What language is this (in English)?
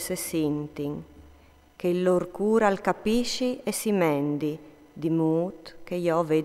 Friulian